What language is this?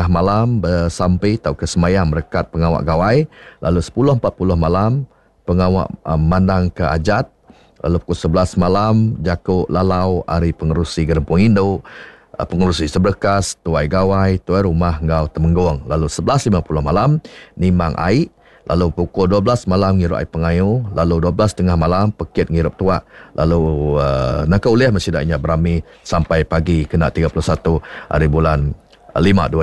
Iban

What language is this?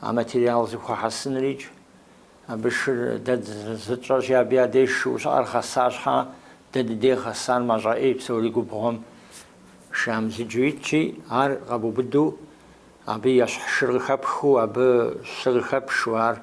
Kabardian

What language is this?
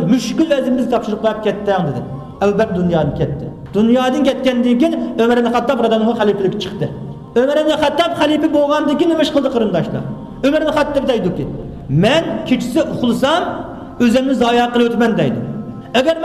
Uyghur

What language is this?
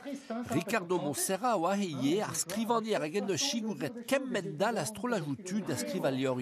Breton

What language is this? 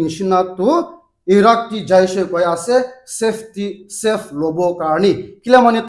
Naga Pidgin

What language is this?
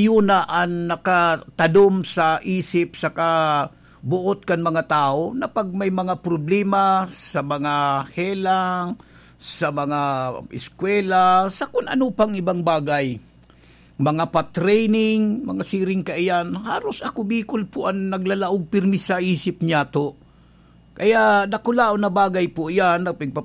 Bikol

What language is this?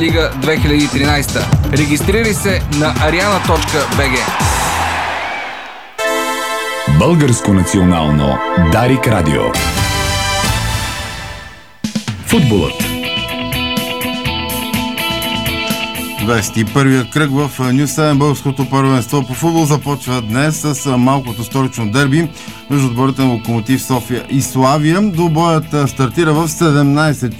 Bulgarian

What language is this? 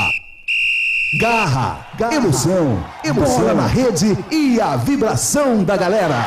Portuguese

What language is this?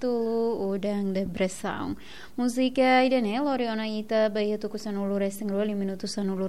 Tetum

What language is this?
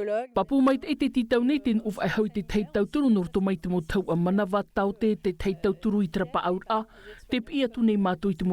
Tahitian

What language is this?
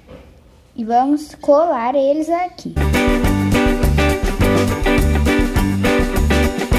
Portuguese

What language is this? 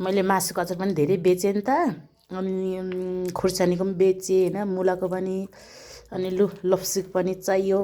Nepali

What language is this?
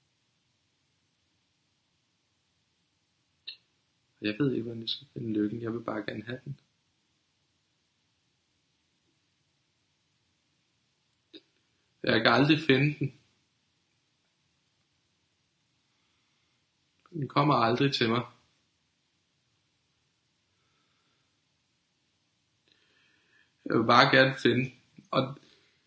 Danish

